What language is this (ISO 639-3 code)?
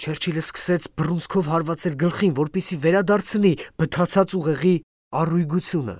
hye